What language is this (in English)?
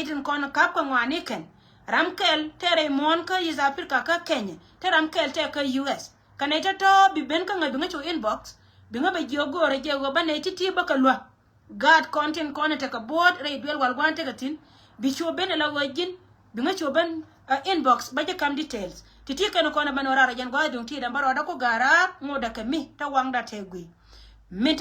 Nuer